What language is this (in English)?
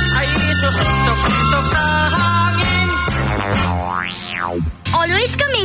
Filipino